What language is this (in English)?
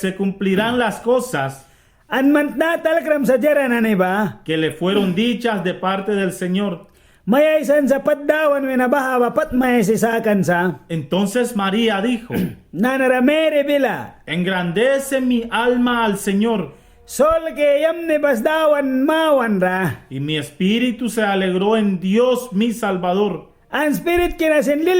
Mískito